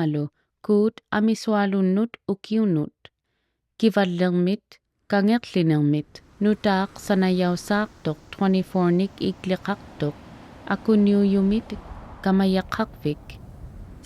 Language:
Inuktitut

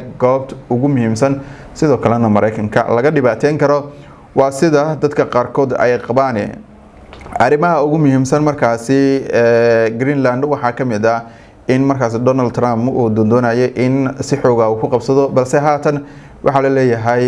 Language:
Somali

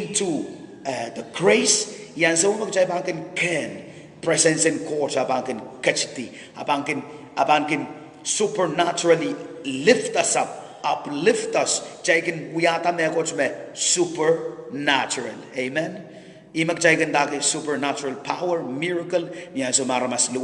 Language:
Pohnpeian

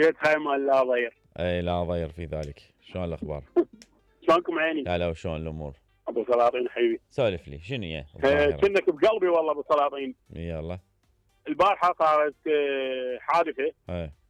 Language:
Mesopotamian Arabic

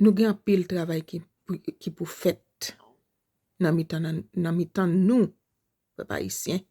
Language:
Haitian Creole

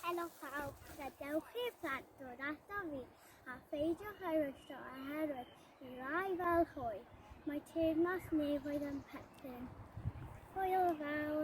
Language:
Welsh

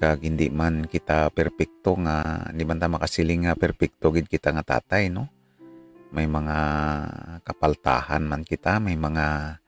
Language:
Hiligaynon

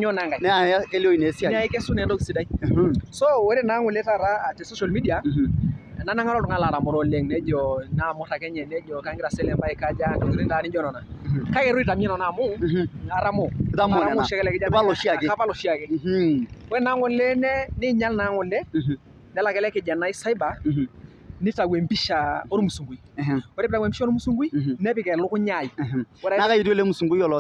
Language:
Masai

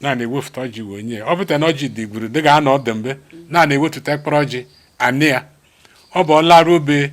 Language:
Igbo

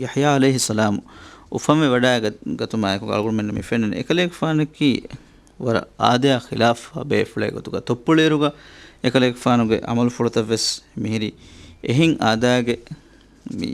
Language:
Divehi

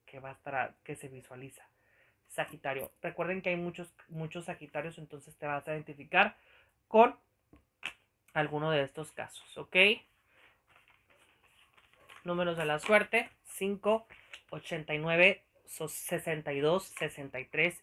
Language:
Spanish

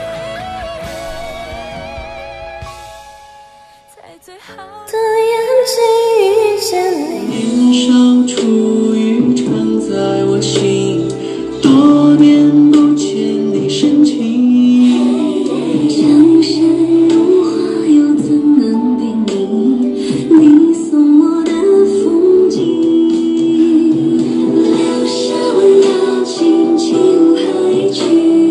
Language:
Chinese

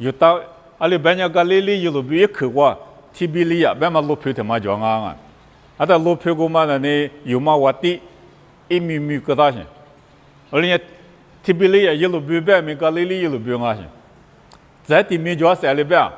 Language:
Lisu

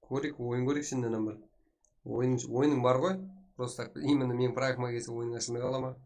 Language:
Kara-Kalpak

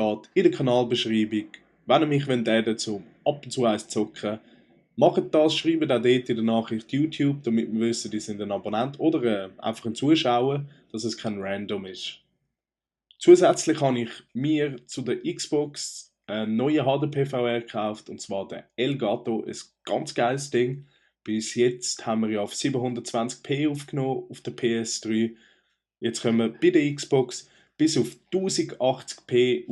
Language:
Swiss German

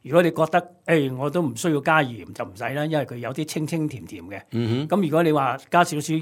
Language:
Cantonese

